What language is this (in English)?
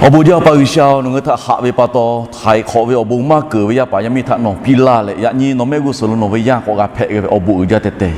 Lahu